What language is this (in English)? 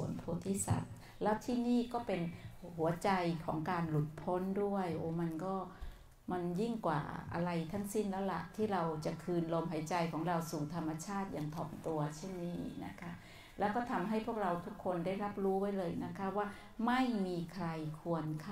Thai